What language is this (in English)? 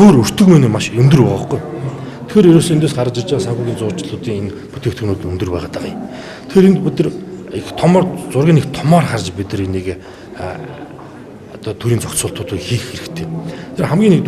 Mongolian